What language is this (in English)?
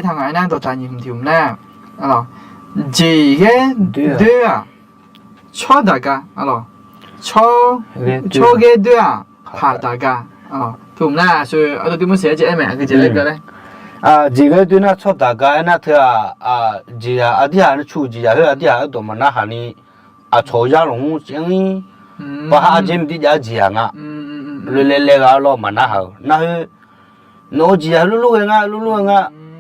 Akha